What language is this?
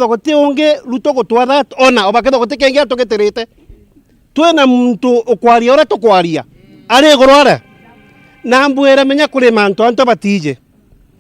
Meru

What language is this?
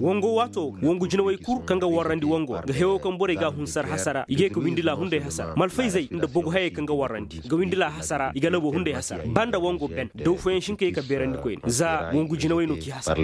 Koyraboro Senni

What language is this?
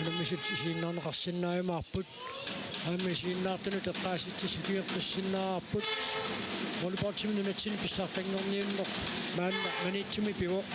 Kalaallisut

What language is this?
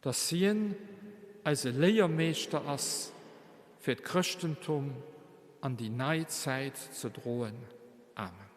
Luxembourgish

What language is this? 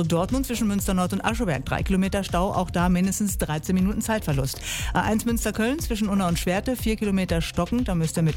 German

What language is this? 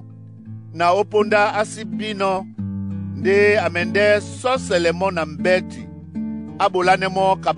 Duala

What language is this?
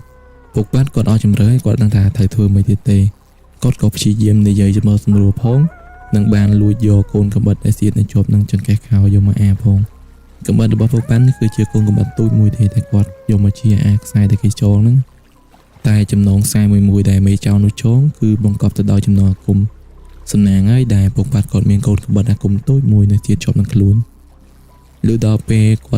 Khmer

